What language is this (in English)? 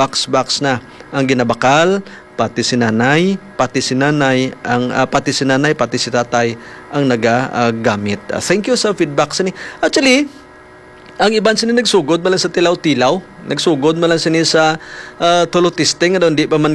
Hiligaynon